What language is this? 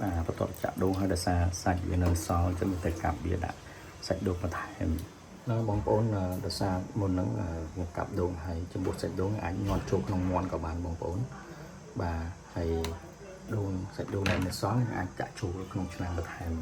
Khmer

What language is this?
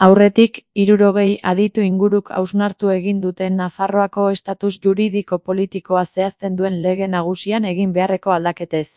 Basque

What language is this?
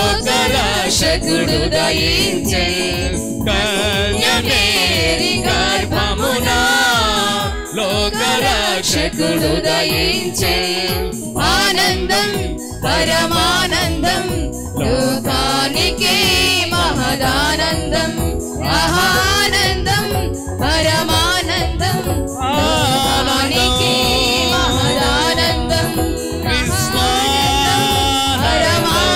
Telugu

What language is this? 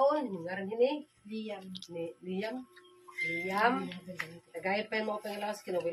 Waray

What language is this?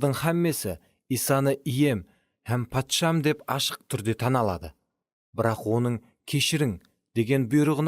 Kara-Kalpak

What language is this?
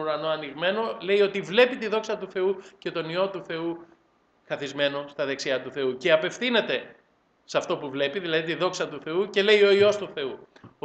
Greek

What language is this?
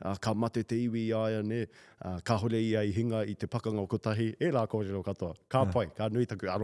Māori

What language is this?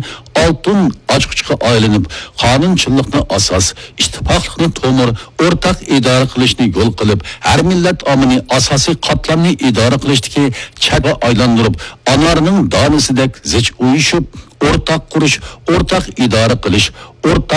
Uyghur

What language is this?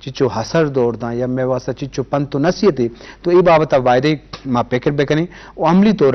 Eastern Balochi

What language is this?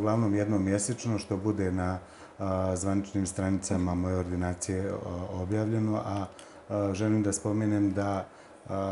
Bosnian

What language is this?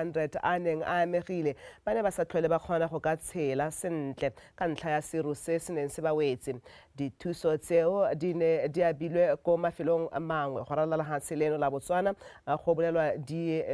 Tswana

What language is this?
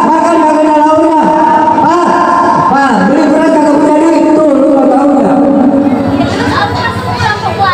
Betawi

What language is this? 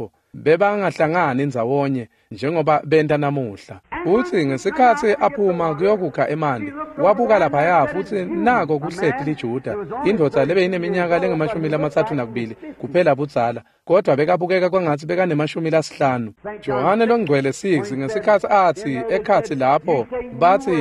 Swati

